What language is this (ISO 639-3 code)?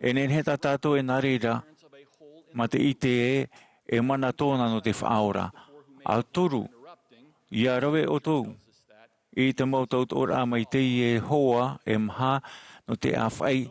tah